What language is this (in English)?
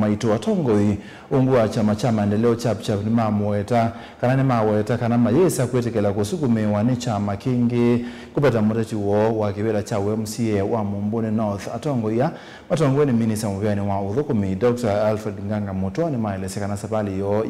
Kamba